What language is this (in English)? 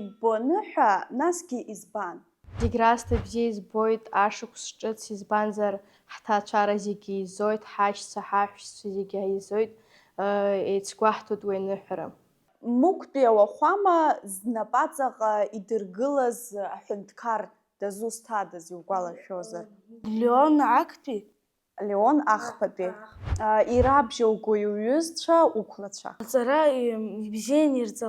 Abkhazian